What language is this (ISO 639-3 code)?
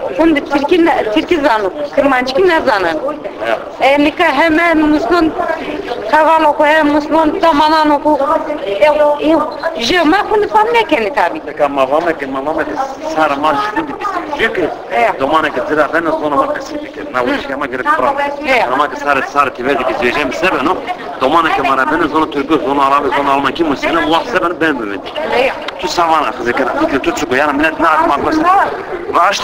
zza